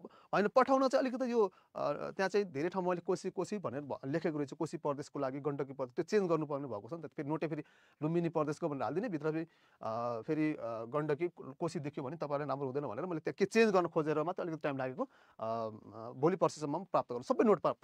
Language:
Nepali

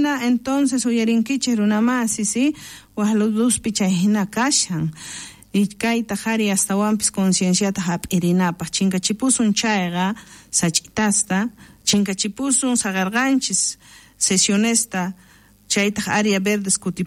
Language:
South Bolivian Quechua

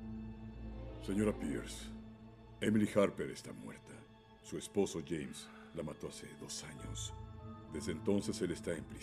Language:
Spanish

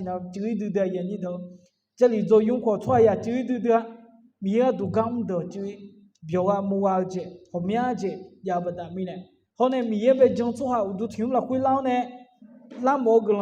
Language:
Akha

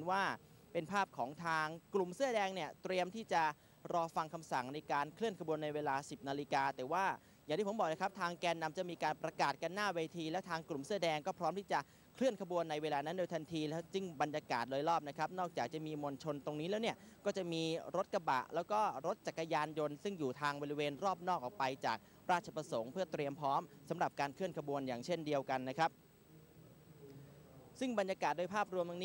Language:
Thai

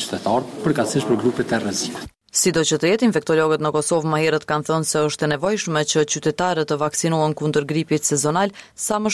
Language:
Albanian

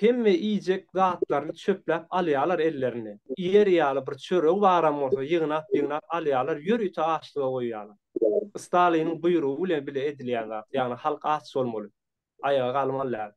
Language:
Turkmen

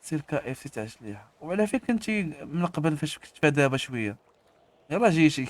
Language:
Moroccan Arabic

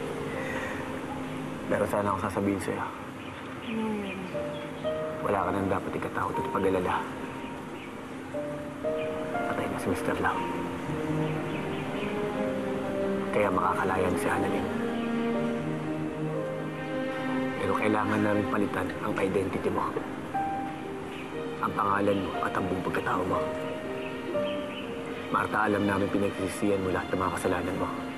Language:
Filipino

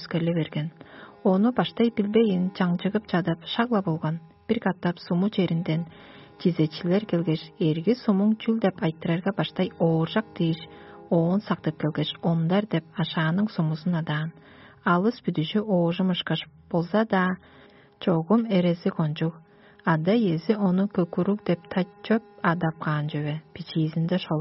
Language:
Tuvinian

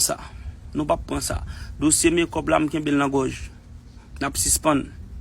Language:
Haitian Creole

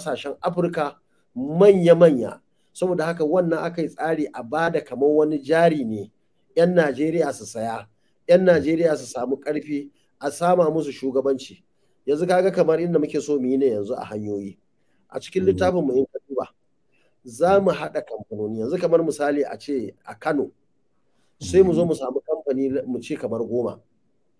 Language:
Hausa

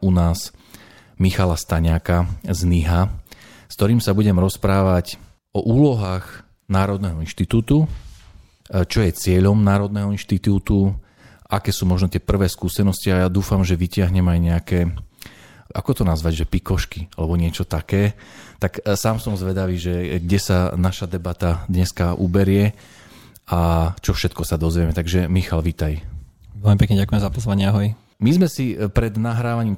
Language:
Slovak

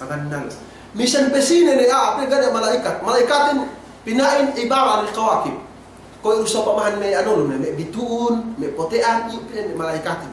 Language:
Yakan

